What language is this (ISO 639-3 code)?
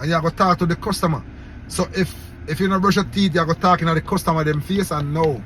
jam